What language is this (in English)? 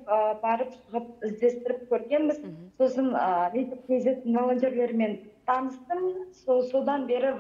Kazakh